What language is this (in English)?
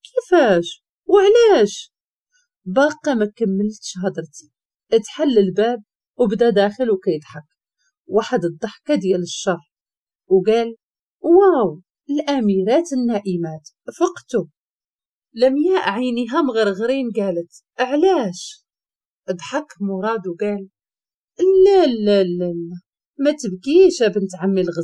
Moroccan Arabic